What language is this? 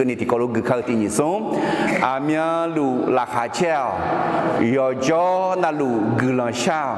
Akha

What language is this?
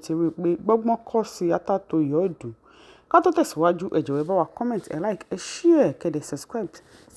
Yoruba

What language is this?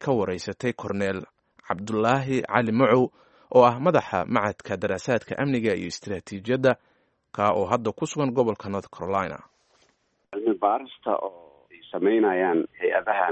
Somali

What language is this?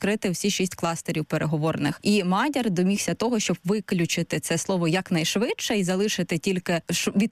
Ukrainian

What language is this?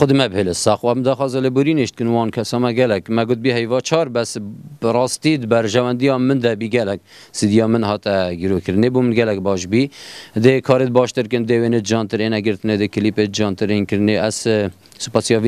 Kurdish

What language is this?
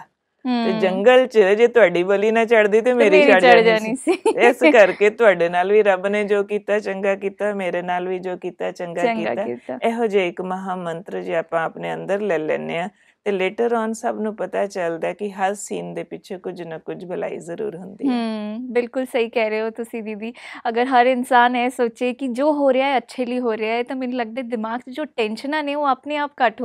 Punjabi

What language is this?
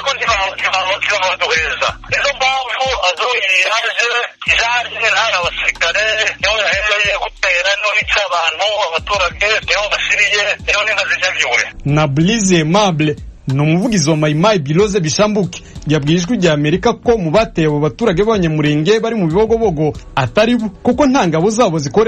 Kinyarwanda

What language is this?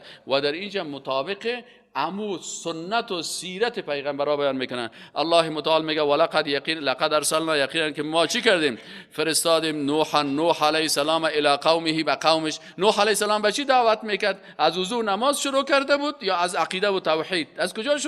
Persian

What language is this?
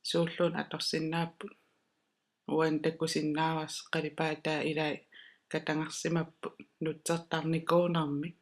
Kalaallisut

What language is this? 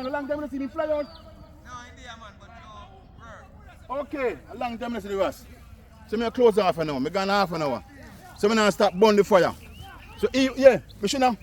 Jamaican Creole English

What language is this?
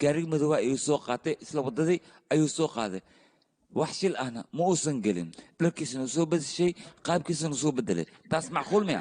Somali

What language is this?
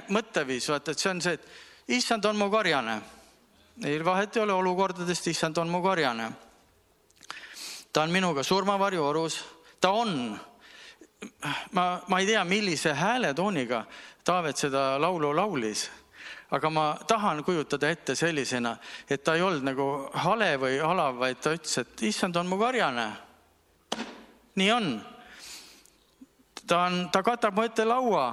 Estonian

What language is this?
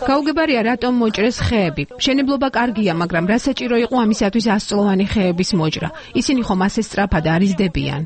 Georgian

